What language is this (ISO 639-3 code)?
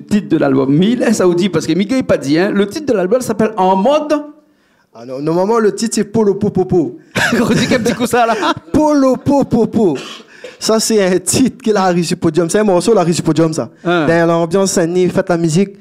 rcf